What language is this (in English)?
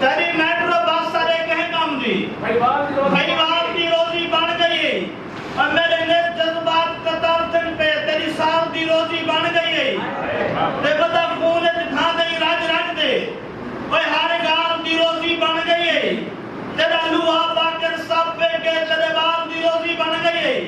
Saraiki